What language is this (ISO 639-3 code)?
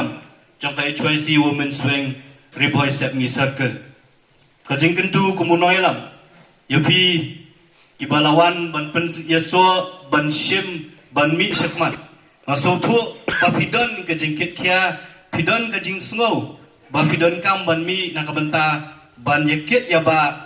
kha